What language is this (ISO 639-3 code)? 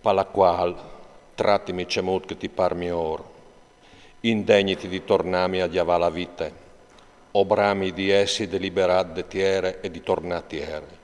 fur